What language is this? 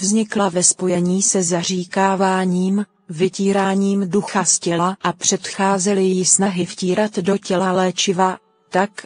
Czech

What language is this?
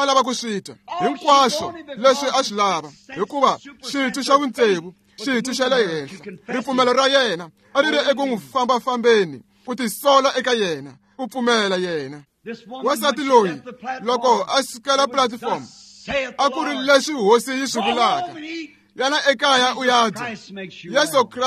Tsonga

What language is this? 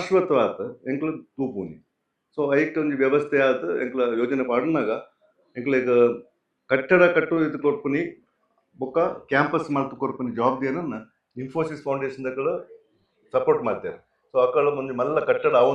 Tulu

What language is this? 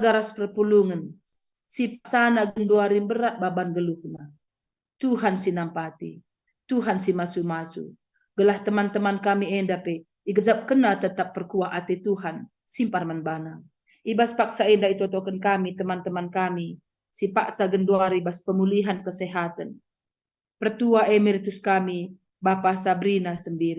Batak Karo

